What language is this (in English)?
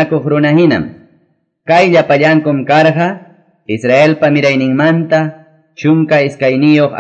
Quechua